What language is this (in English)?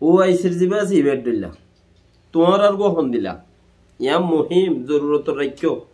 Rohingya